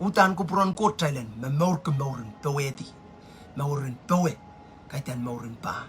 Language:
Pohnpeian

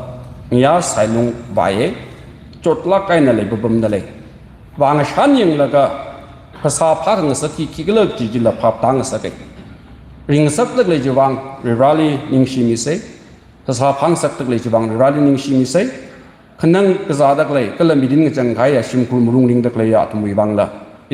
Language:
Tangkhul Naga (India)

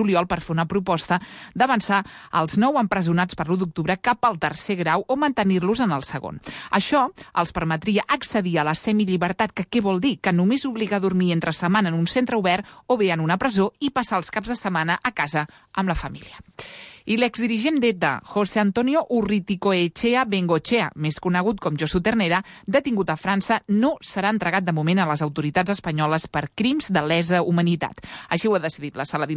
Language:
Catalan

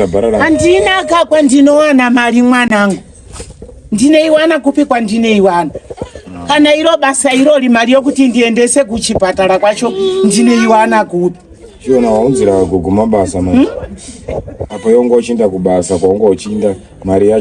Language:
Shona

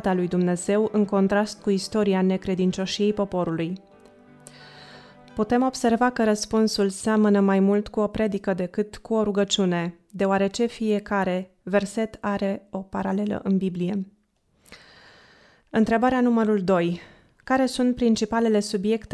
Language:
Romanian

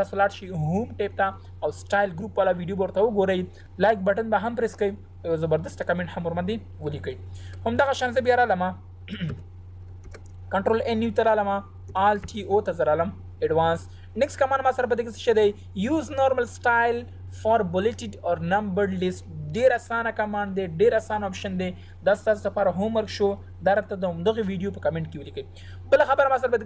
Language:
Pashto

